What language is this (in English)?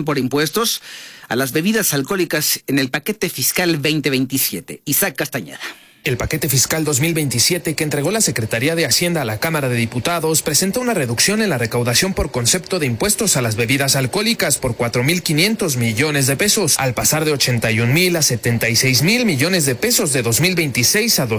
Spanish